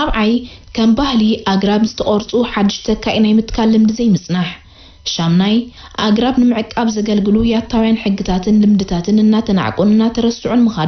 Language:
Tigrinya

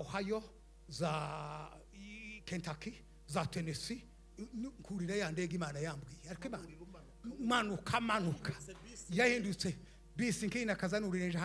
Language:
Rundi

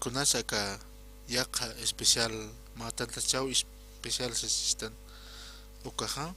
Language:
Aymara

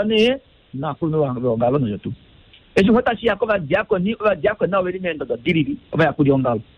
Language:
Kuanyama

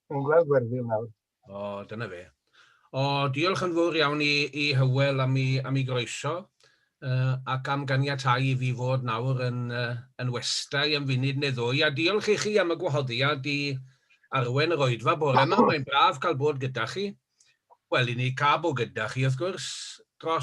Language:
Welsh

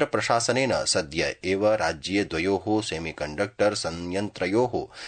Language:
Sanskrit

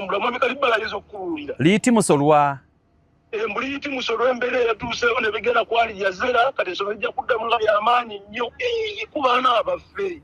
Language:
Ganda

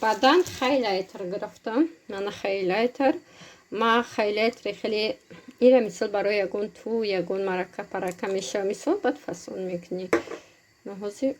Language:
Tajik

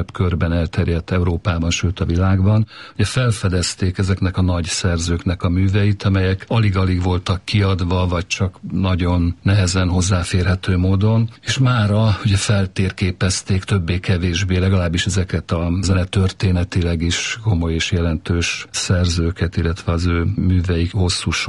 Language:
Hungarian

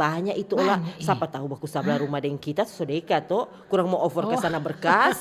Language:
Manado Malay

